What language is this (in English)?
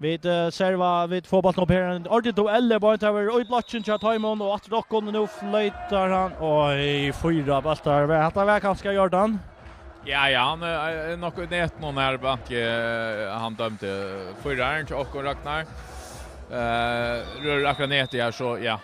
Faroese